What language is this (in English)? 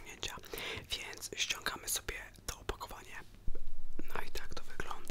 Polish